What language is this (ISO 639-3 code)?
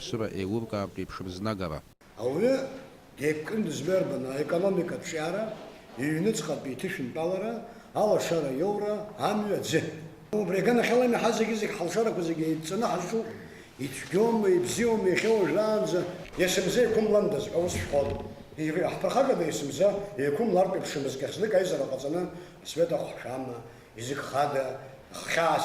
abk